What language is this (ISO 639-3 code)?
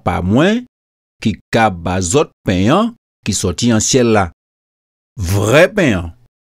gcf